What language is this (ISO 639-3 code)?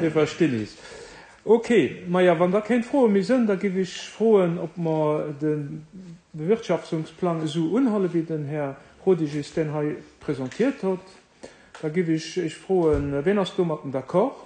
ltz